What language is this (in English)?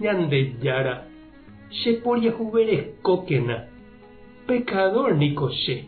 Guarani